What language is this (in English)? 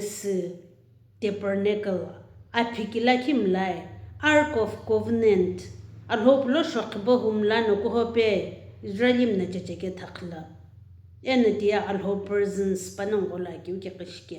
Sumi Naga